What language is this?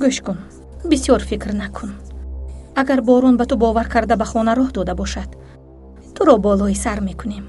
Tajik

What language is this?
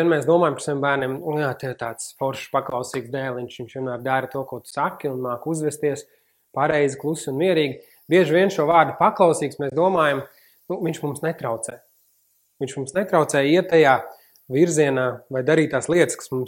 Latvian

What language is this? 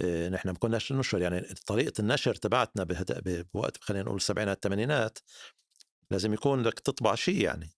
North Levantine Arabic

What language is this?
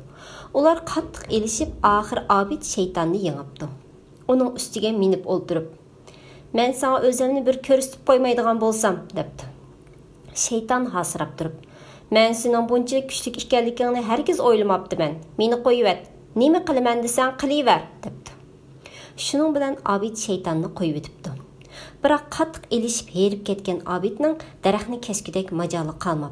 Uyghur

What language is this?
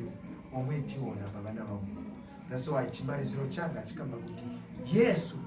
Nyanja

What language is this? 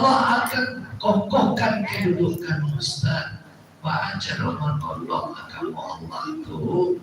Minangkabau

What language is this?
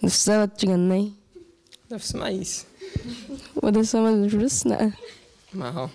Ossetic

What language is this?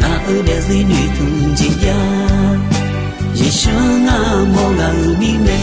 Akha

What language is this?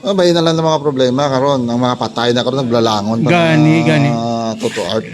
Hiligaynon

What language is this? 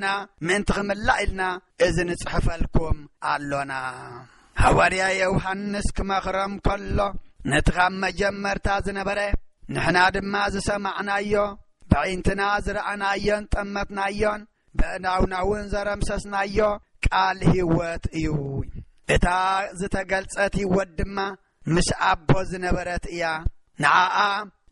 Tigrinya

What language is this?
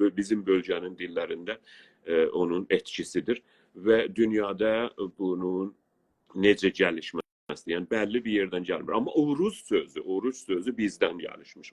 South Azerbaijani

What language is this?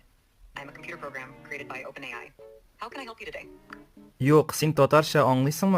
Tatar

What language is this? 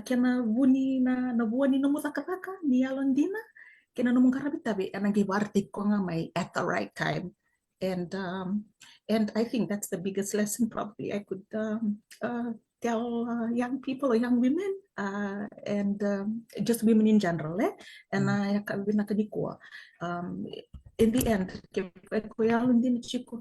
Fijian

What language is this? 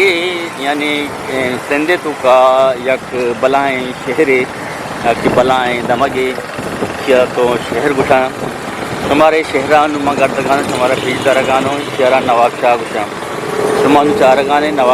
Eastern Balochi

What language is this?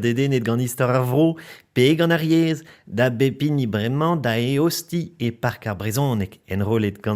Breton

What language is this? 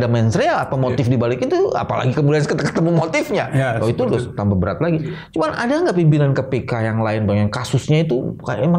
Indonesian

